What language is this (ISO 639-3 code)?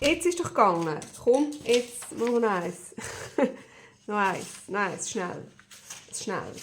gsw